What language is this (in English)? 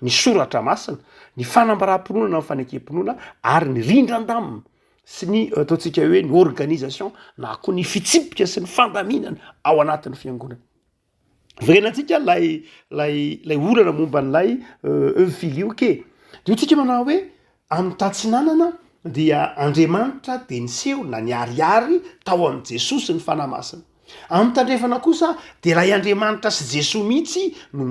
Malagasy